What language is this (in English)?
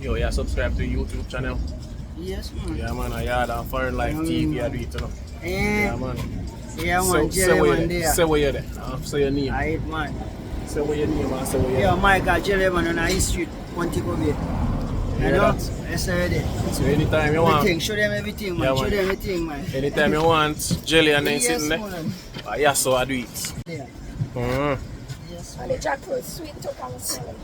Jamaican Creole English